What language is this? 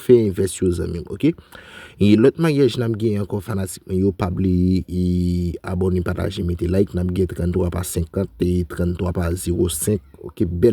Haitian Creole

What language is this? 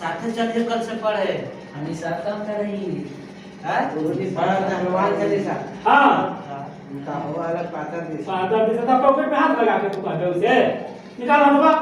Magahi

